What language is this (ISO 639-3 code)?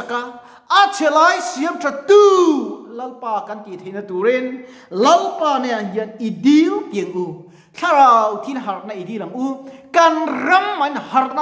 lus